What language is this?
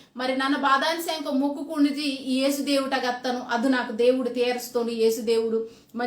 Koya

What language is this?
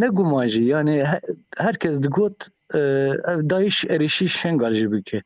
Kurdish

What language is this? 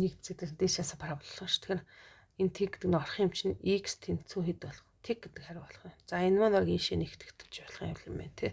Mongolian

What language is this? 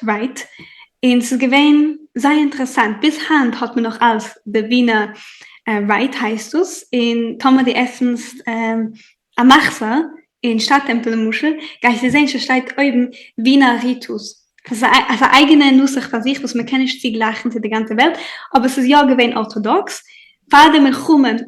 Yiddish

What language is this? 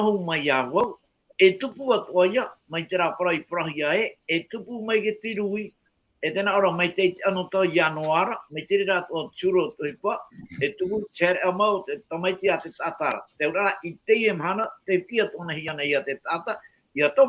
Tahitian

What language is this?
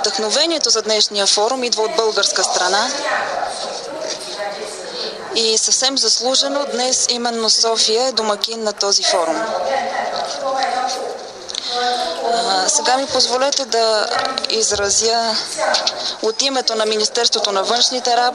Bulgarian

